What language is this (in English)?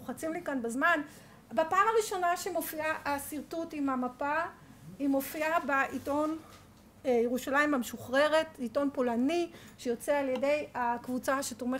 Hebrew